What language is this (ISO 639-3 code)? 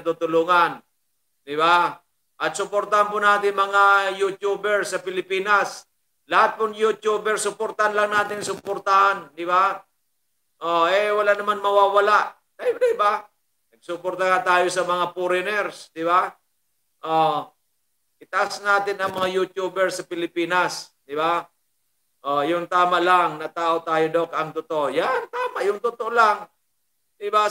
fil